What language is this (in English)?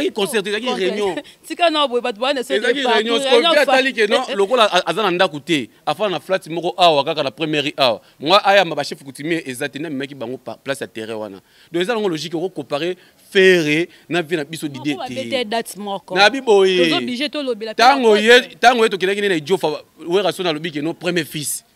Lingala